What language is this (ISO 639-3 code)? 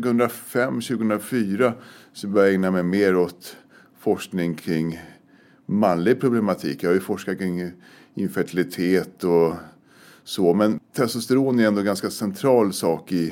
swe